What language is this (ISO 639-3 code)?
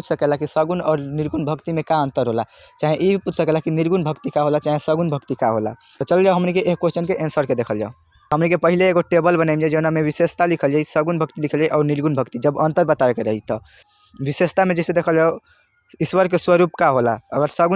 bho